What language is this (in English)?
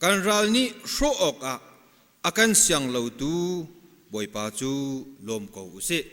Hakha Chin